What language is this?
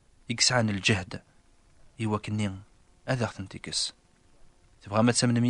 Kabyle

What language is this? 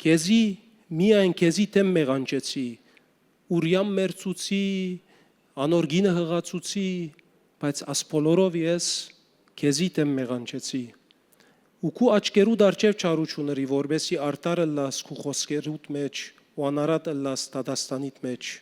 Western Armenian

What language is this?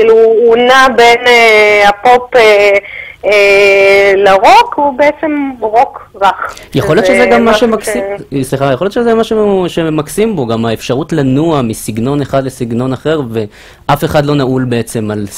Hebrew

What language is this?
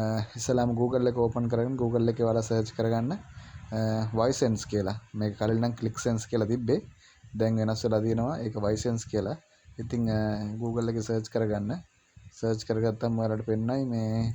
Sinhala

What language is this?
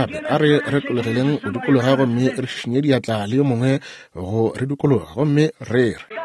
Northern Sotho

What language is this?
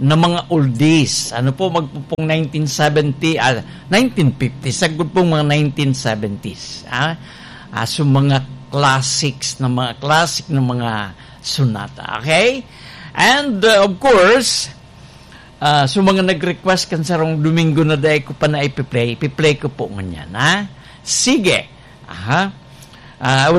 Bikol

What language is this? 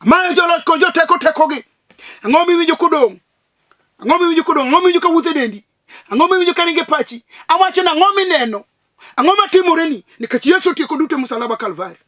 Luo (Kenya and Tanzania)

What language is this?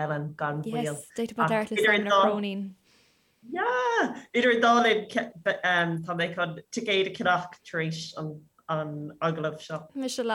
Irish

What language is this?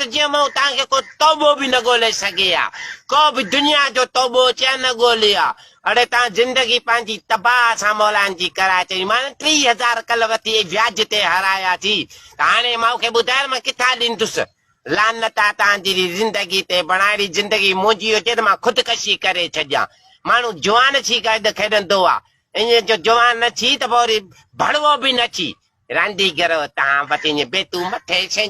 Sindhi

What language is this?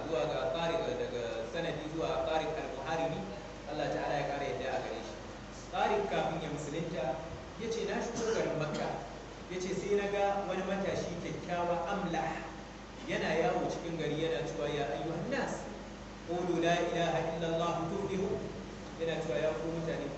Hausa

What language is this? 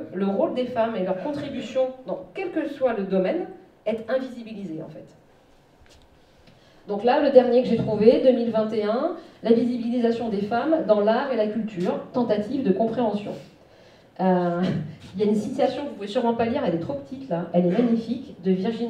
French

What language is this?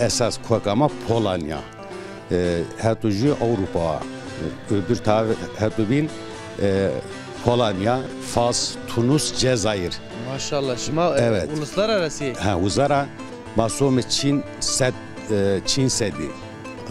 Zaza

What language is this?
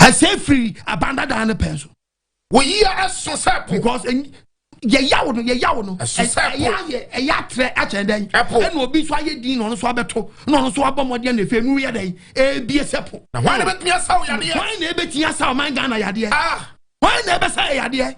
Akan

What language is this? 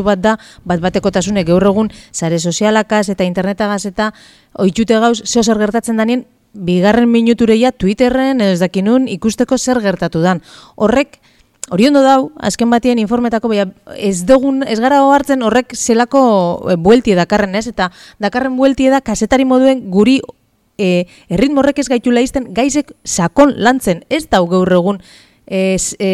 Basque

